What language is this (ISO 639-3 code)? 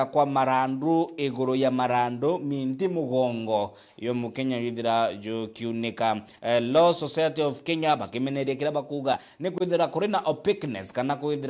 mer